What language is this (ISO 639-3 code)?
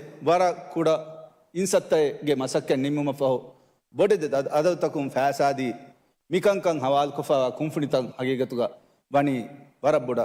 div